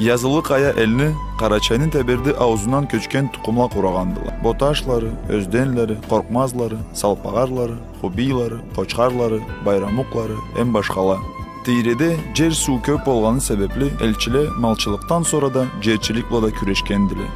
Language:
Karachay-Balkar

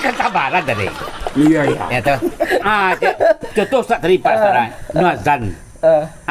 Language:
Minangkabau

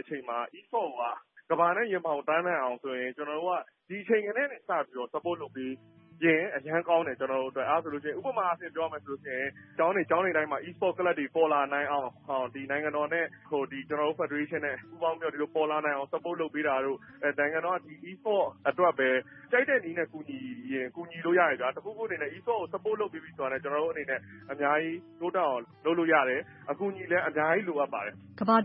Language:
Burmese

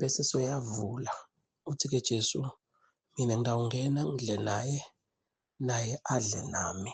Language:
Zulu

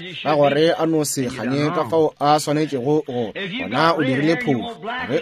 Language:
Northern Sotho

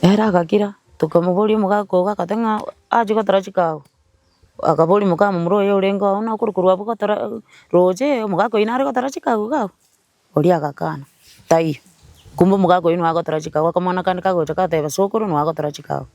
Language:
Gusii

